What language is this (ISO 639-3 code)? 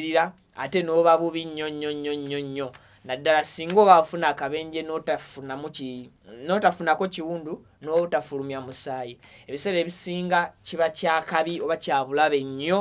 lug